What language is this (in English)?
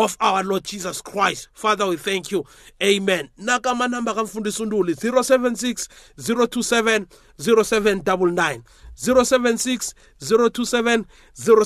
South Ndebele